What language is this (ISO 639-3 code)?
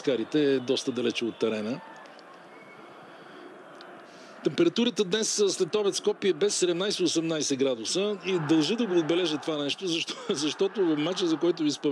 bul